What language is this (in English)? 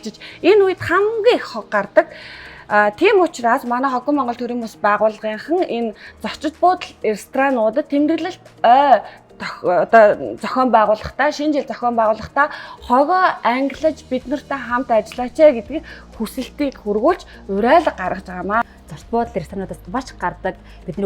Mongolian